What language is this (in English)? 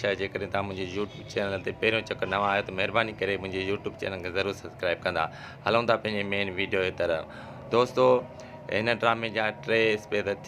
Sindhi